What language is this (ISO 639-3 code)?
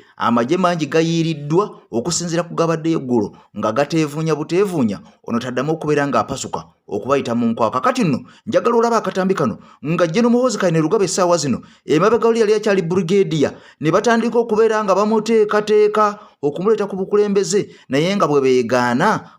lug